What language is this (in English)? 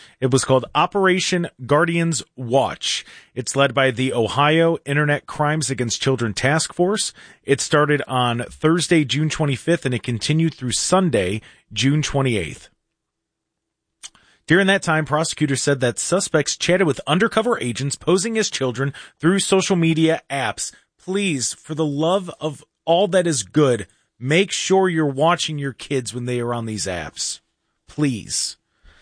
English